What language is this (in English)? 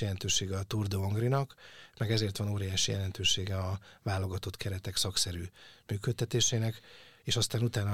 Hungarian